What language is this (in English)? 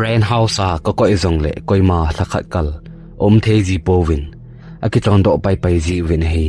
Thado Chin